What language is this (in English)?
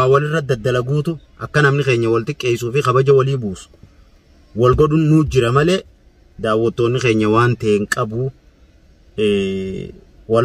Oromo